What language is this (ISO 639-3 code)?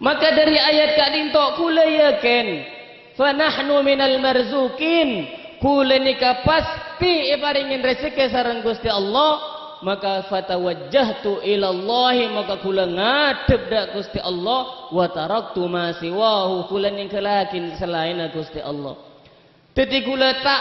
mad